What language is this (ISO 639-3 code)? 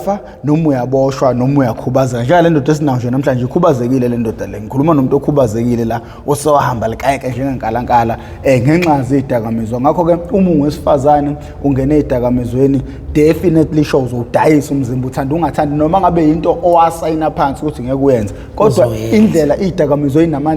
zul